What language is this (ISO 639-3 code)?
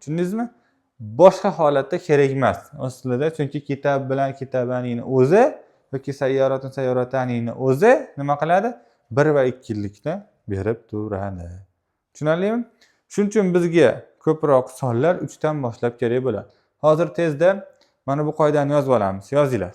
uzb